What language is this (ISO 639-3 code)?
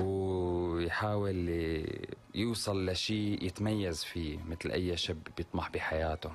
apc